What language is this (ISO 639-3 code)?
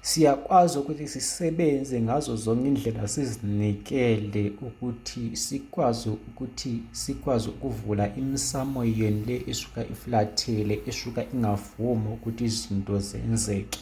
zul